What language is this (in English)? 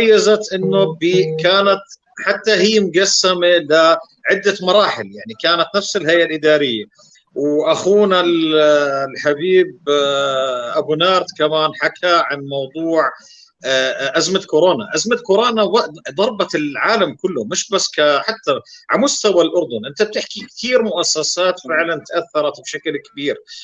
North Levantine Arabic